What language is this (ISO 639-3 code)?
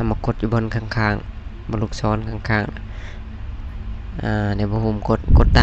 lao